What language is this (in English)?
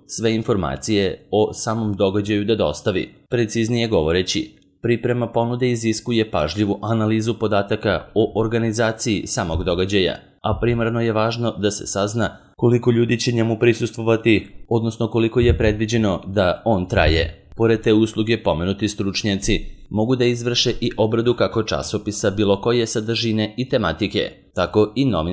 Serbian